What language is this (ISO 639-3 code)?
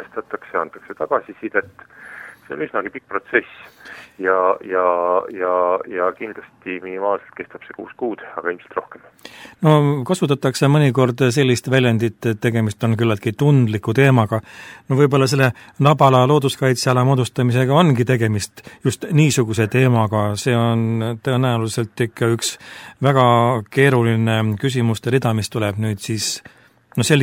est